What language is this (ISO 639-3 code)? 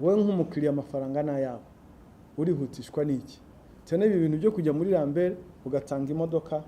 kin